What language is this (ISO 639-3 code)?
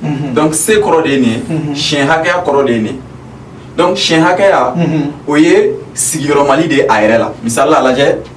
bam